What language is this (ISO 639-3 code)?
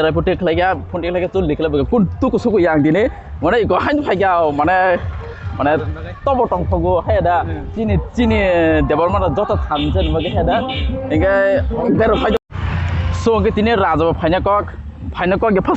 trp